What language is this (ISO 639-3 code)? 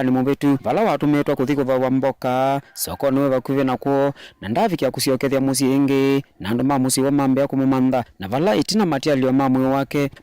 kam